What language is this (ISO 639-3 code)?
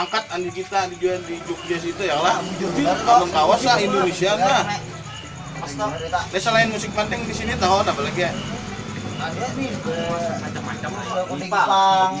bjn